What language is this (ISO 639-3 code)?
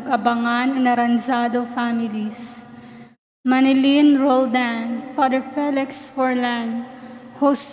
ceb